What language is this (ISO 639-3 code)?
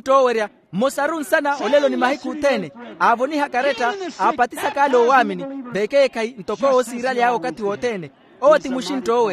vmw